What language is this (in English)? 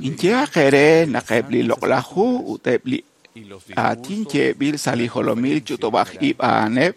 Kekchí